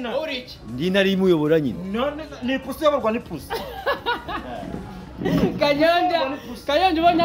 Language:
Kinyarwanda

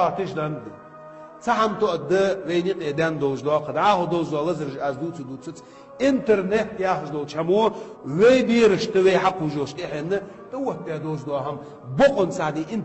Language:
Chechen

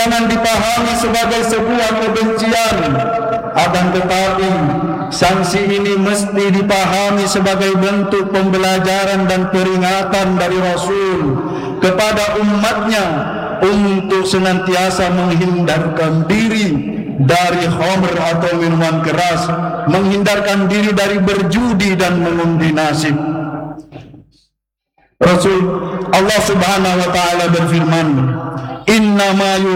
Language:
Indonesian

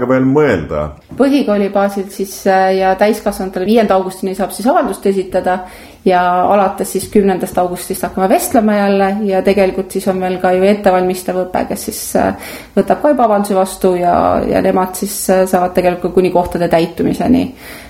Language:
Estonian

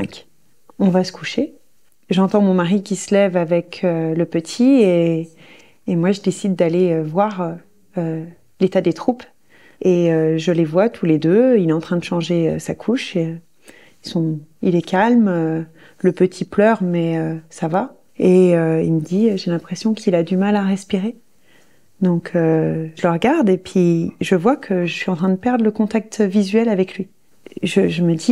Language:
French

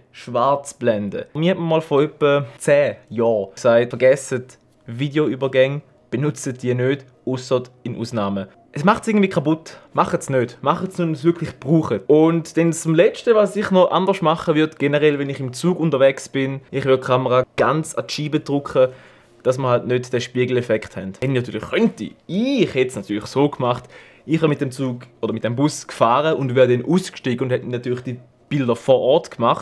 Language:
Swiss German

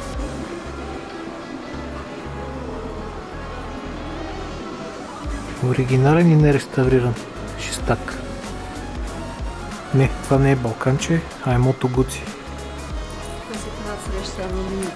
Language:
Bulgarian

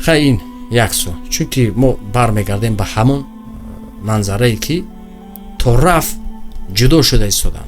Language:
Tajik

